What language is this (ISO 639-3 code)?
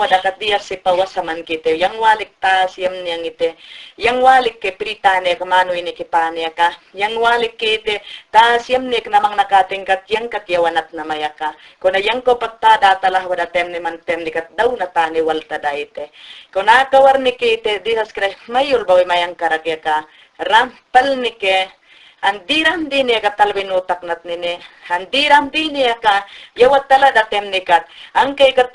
yan